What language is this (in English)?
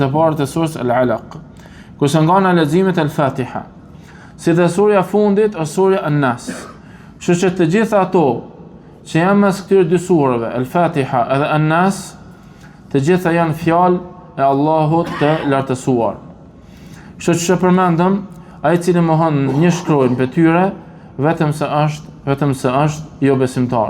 Albanian